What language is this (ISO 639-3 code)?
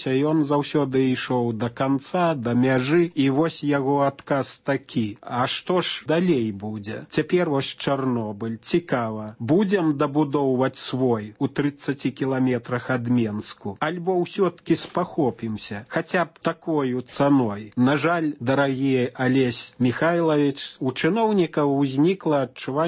bel